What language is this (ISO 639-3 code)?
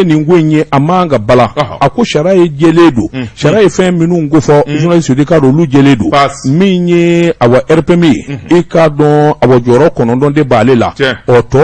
bam